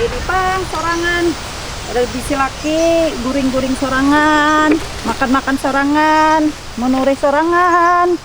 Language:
Banjar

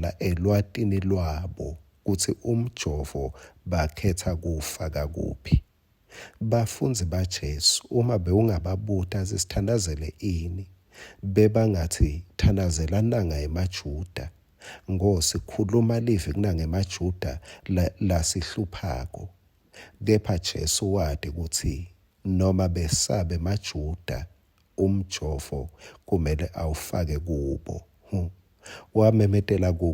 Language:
Swati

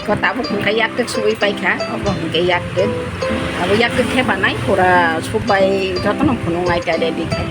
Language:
Kok Borok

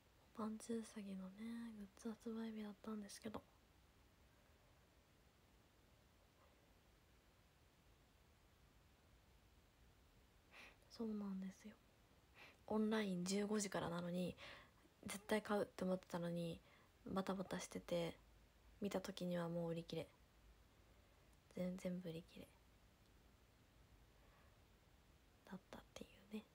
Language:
Japanese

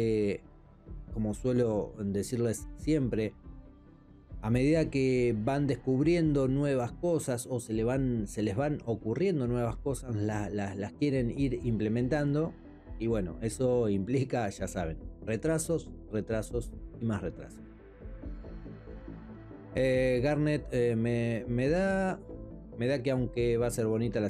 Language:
Spanish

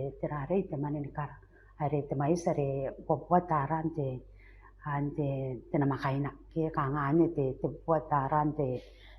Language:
Gilbertese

